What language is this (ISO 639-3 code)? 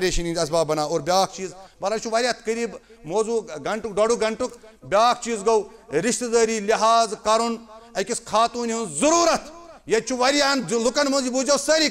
kas